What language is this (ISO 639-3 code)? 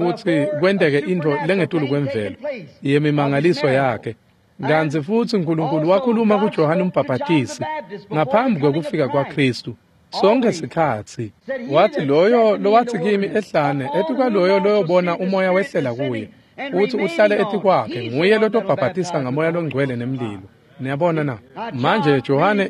ssw